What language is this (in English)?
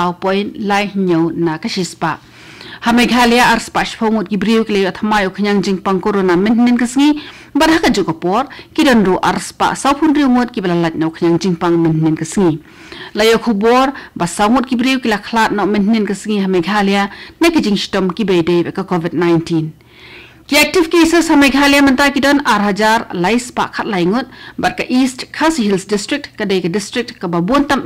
Khasi